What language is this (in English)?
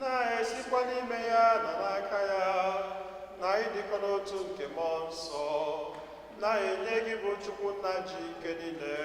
Igbo